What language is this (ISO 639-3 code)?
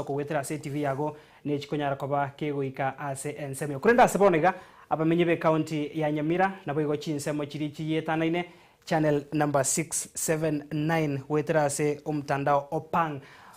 guz